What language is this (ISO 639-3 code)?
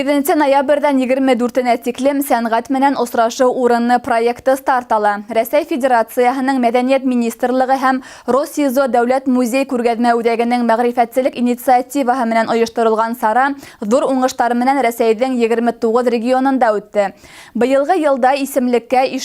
bak